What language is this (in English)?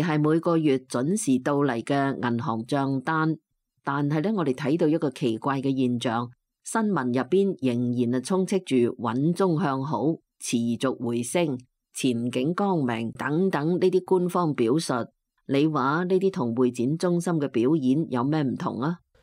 Cantonese